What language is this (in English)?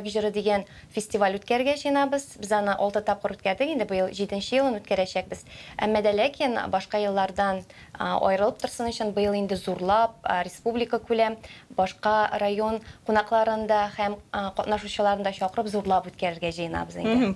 Tatar